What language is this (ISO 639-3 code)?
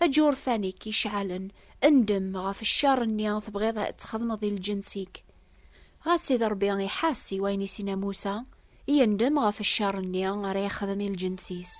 kab